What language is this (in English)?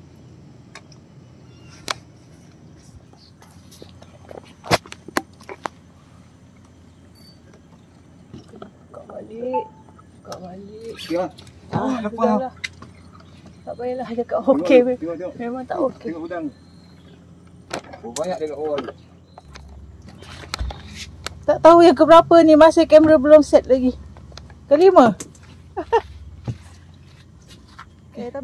Malay